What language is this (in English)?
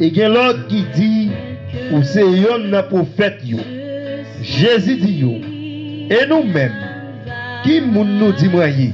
Haitian Creole